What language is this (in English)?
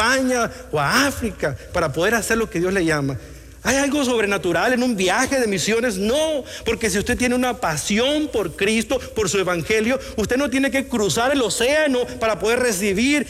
Spanish